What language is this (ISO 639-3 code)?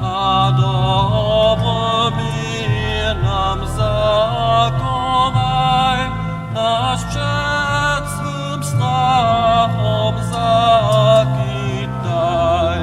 hsb